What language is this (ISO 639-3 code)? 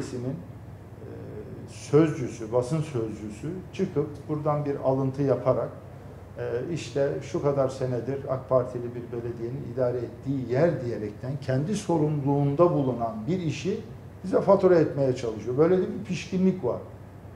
tur